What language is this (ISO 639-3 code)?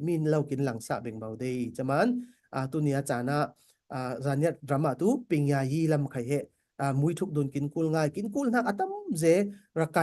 cfm